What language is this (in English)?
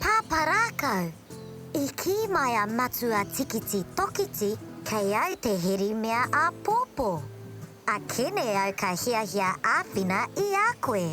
Māori